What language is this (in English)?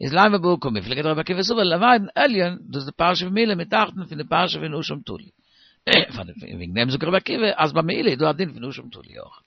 Yiddish